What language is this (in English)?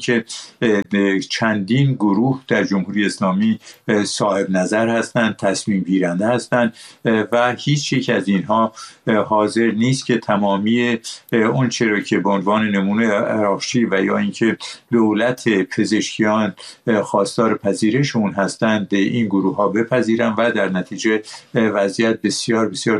Persian